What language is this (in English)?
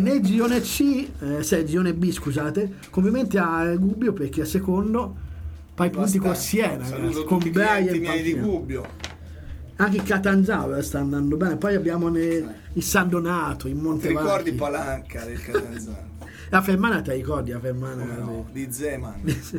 Italian